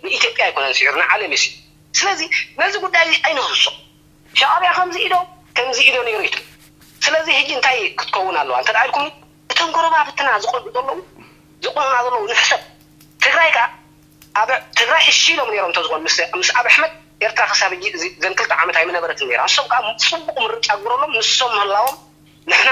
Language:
Tigrinya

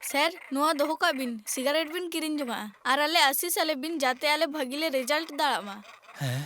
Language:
Santali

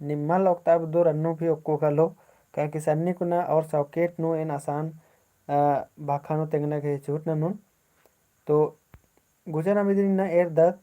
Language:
Kurukh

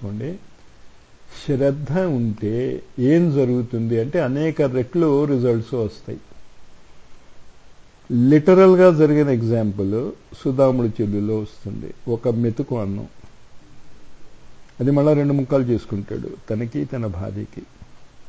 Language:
Telugu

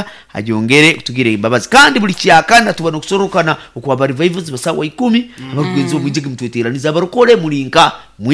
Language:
Nyoro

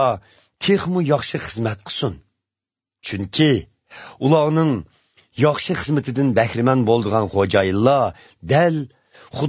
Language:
Uyghur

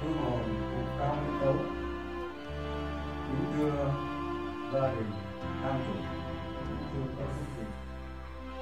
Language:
Vietnamese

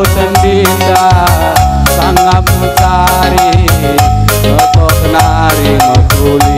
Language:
Batak Karo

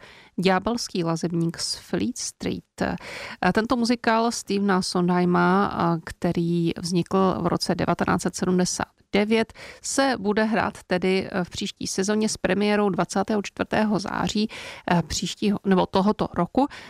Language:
Czech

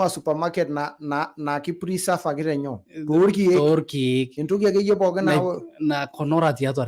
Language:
Masai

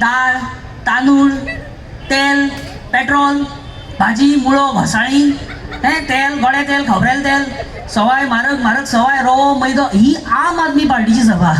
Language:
Konkani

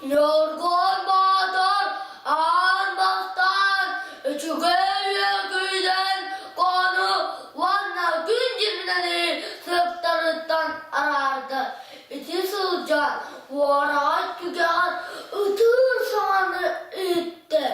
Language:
Yakut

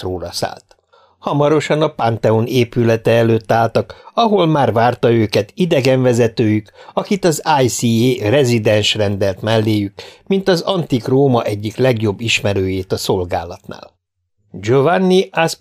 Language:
Hungarian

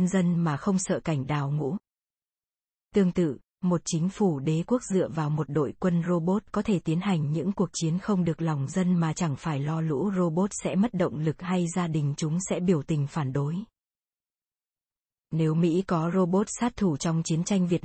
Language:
Vietnamese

